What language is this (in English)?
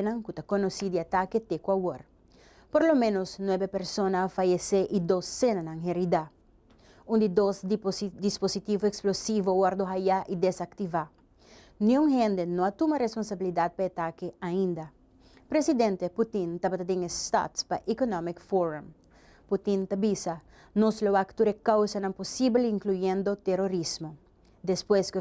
Papiamento